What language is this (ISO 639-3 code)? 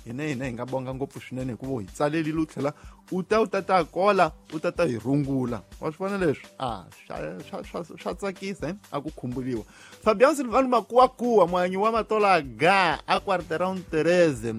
tso